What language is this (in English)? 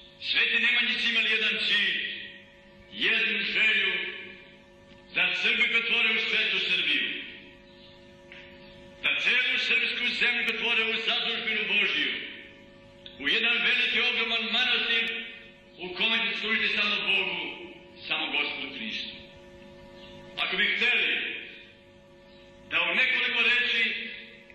Serbian